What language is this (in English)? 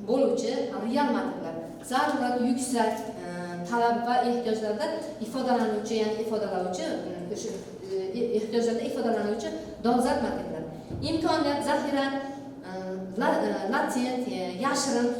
Uzbek